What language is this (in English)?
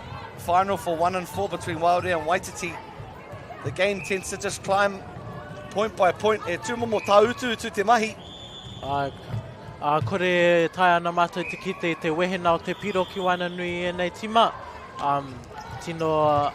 Māori